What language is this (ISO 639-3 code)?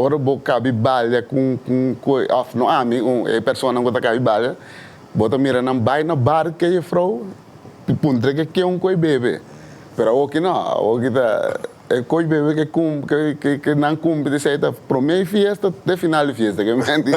pap